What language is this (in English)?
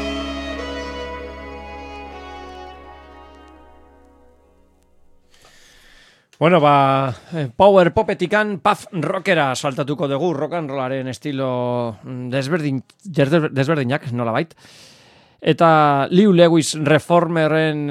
Basque